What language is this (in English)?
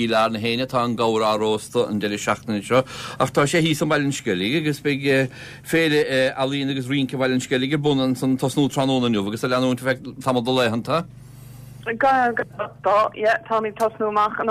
Irish